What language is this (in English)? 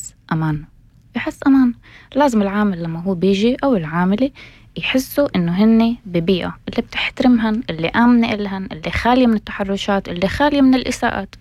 North Levantine Arabic